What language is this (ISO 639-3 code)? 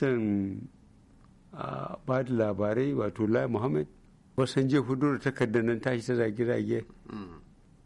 hau